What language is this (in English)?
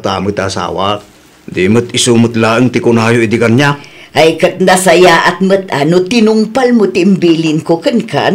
Iloko